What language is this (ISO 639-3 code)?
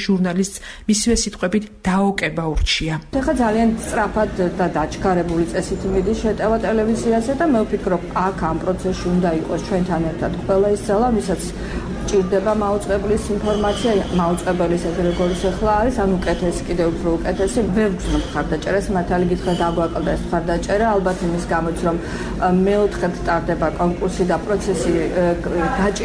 kat